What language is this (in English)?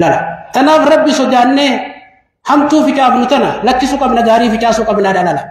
Oromo